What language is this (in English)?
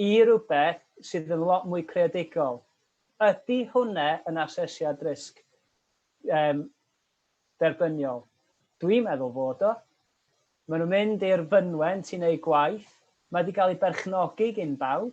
Welsh